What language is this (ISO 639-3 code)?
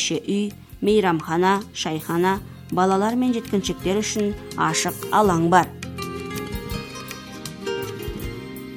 kaz